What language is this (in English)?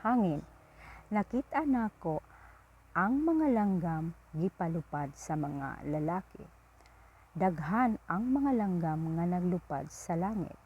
Cebuano